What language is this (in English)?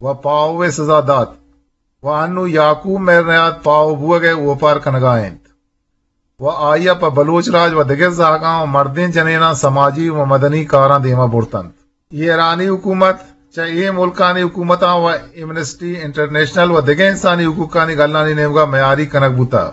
Eastern Balochi